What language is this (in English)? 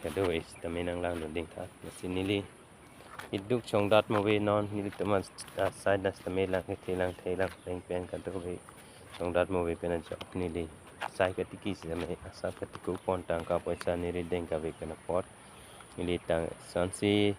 Karbi